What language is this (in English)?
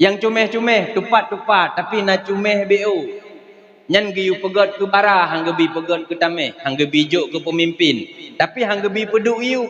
Achinese